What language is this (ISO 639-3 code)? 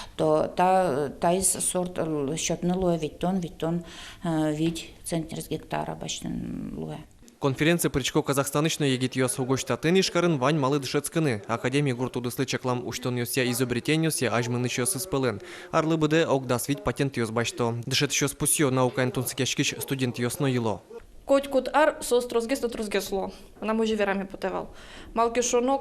udm